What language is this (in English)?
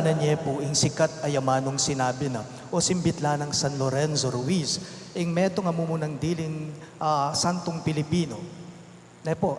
Pampanga